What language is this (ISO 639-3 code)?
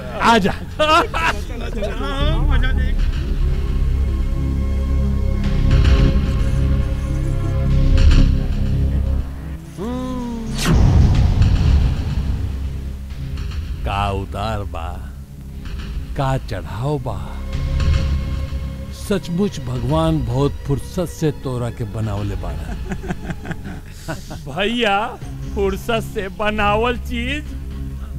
bho